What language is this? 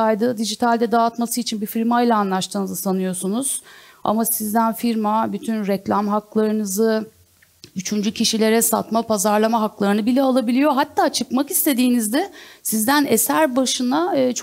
Turkish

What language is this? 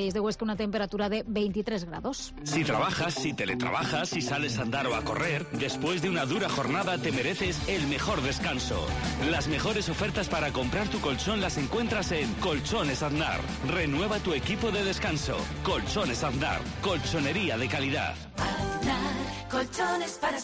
Spanish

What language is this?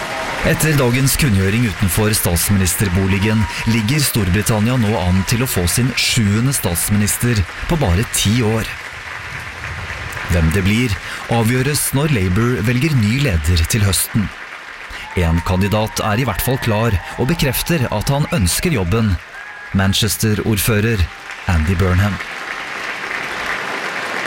Norwegian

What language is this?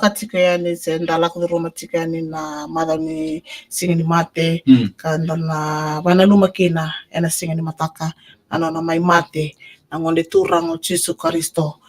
Fijian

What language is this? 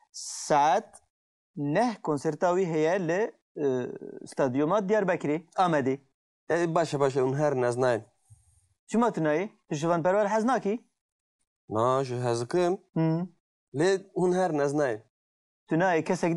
Kurdish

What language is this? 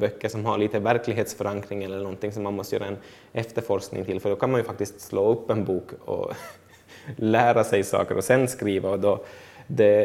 Swedish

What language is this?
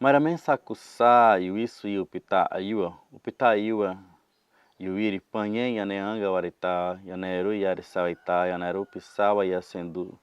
Nheengatu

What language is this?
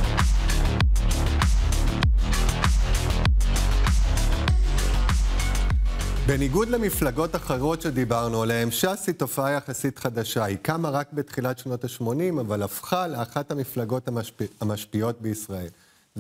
Hebrew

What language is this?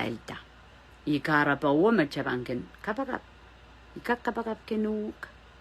Pohnpeian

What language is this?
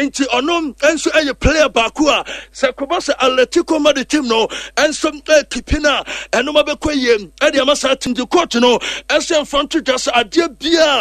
Akan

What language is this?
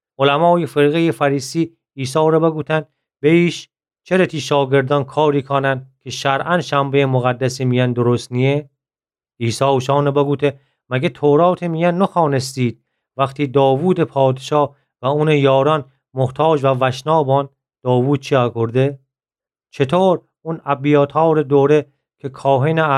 Gilaki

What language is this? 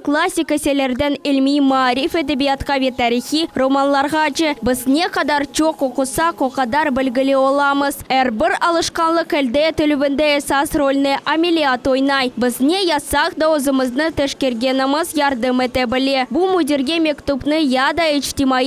Crimean Tatar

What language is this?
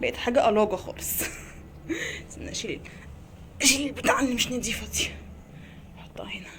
Egyptian Arabic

